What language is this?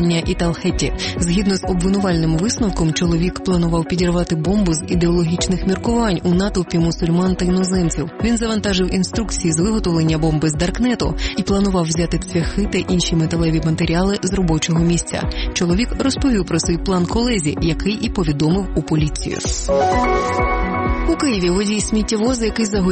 Ukrainian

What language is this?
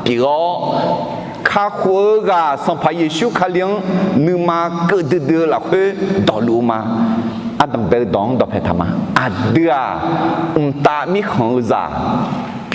Akha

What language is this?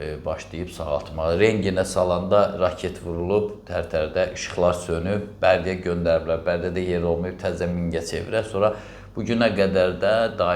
Azerbaijani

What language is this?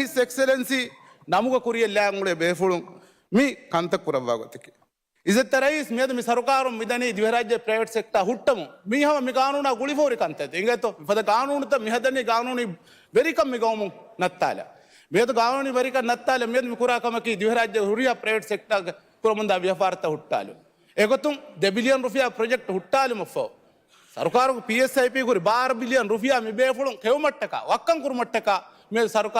Divehi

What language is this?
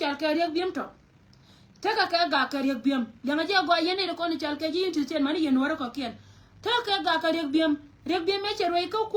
Nuer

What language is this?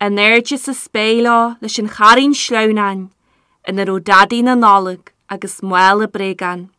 Irish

